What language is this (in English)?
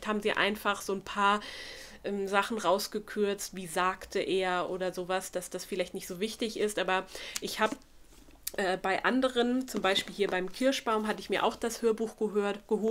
German